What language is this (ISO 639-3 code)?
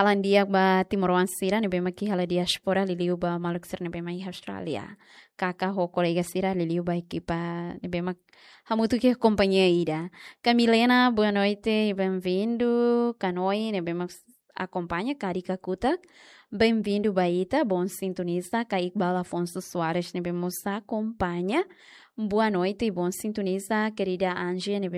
tet